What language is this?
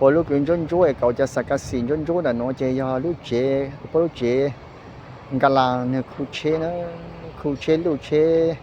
Hmong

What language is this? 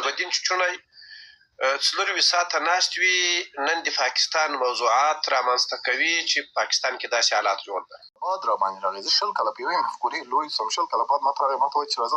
Pashto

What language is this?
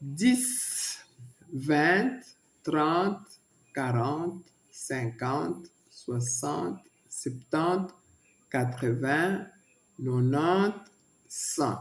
Luba-Lulua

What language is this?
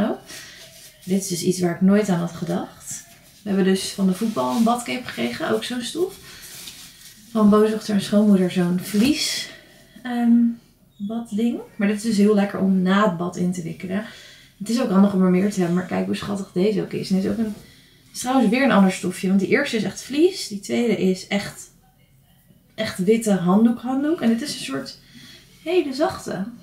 Dutch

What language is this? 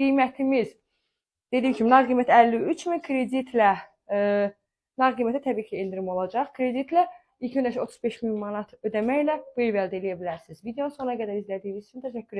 Azerbaijani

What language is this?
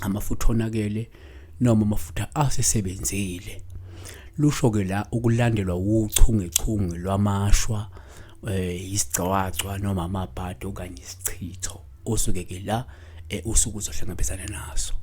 Zulu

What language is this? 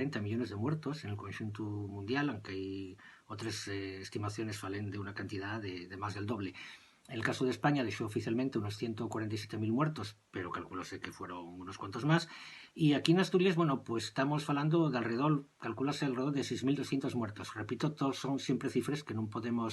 Asturian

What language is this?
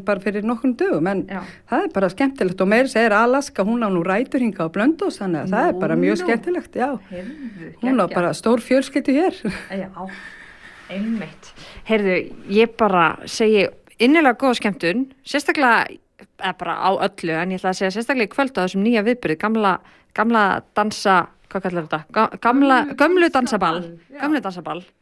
Icelandic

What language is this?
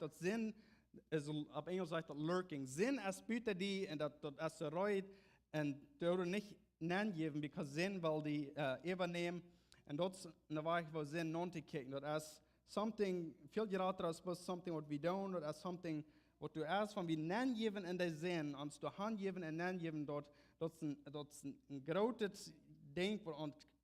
Plautdietsch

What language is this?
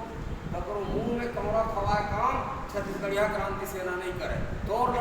Chhattisgarhi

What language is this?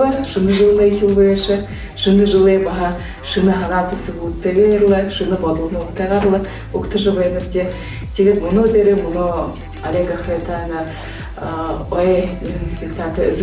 Buriat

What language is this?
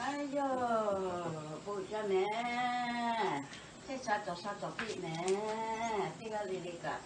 Lahu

